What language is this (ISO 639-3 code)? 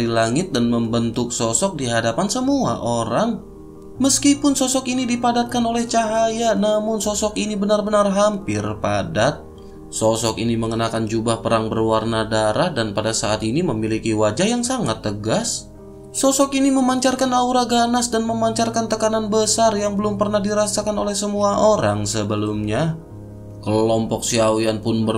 ind